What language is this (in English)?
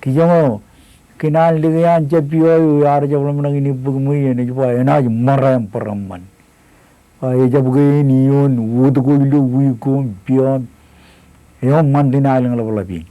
Marshallese